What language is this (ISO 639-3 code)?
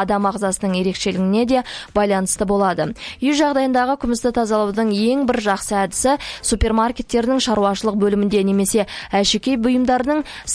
kaz